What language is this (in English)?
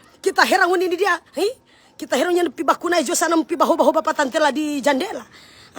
Manado Malay